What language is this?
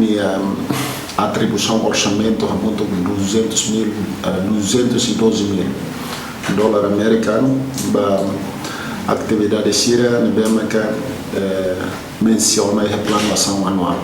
Tetum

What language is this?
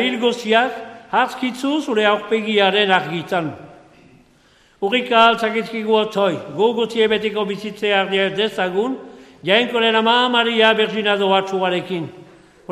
Basque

